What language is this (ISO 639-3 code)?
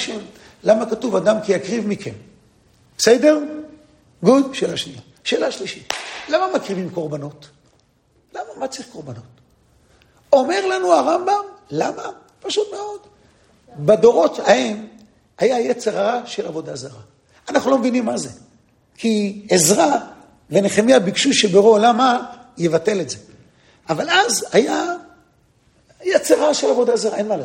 heb